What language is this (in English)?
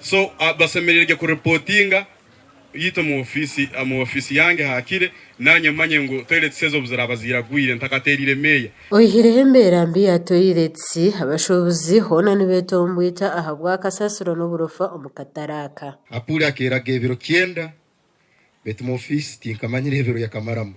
Nyankole